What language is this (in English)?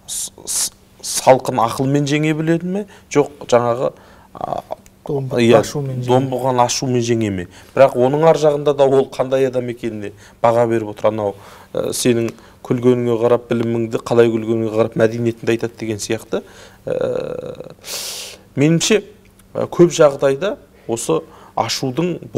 Kazakh